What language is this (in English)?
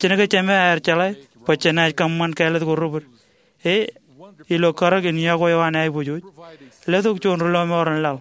Marshallese